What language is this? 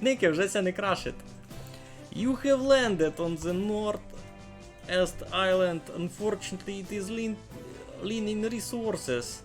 Rusyn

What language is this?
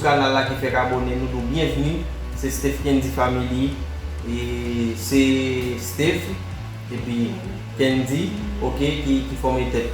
Haitian Creole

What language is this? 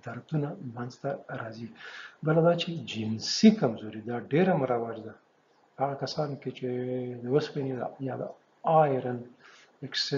Pashto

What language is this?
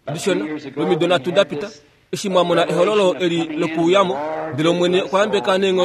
Kuanyama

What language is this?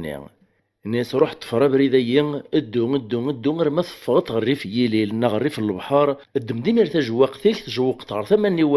Kabyle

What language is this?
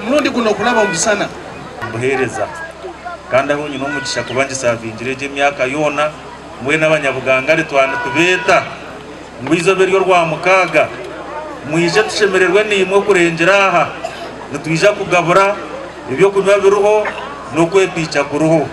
Nyankole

